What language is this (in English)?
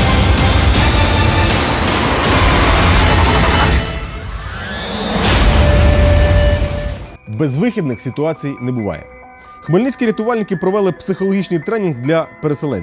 Ukrainian